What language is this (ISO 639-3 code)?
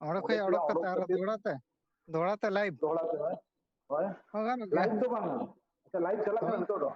sat